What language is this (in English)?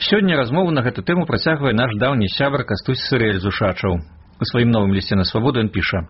Belarusian